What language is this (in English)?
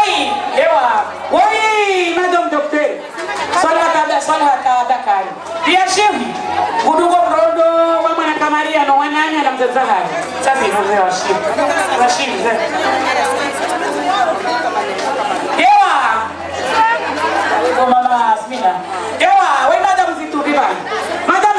Swahili